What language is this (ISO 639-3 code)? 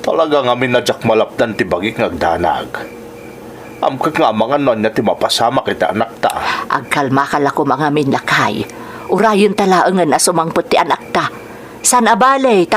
ilo